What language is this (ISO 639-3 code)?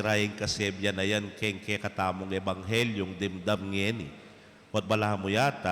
pam